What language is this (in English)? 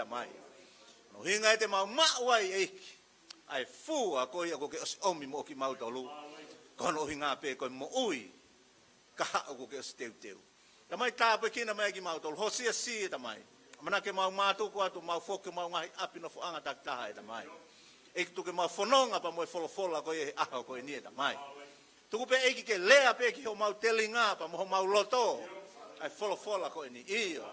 Tongan